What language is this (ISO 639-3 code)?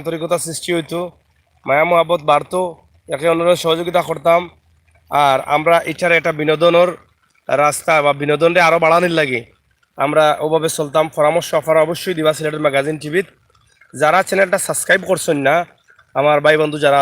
syl